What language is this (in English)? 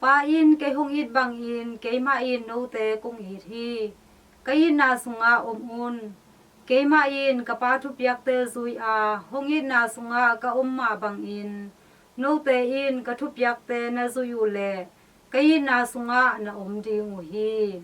Tedim Chin